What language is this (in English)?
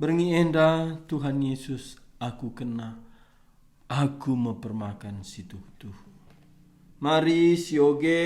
Batak Karo